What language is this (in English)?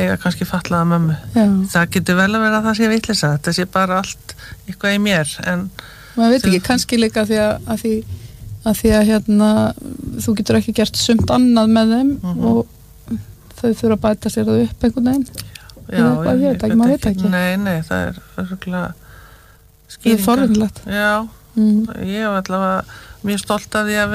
Icelandic